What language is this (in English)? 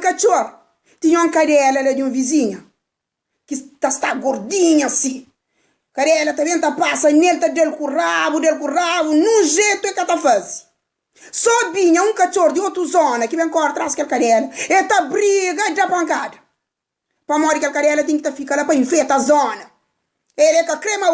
Kabuverdianu